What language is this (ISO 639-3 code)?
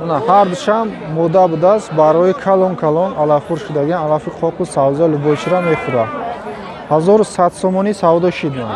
tgk